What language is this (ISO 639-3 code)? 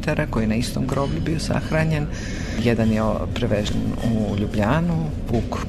srp